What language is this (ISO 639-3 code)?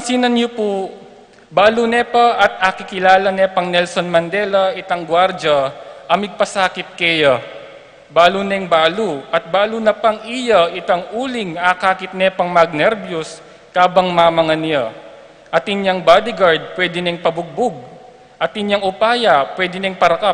pam